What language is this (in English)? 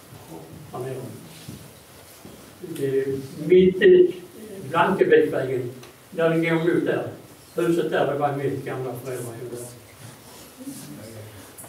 Swedish